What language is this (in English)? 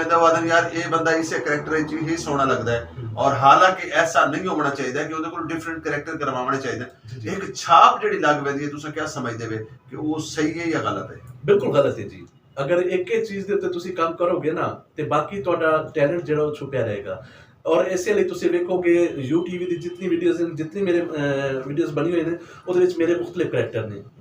Saraiki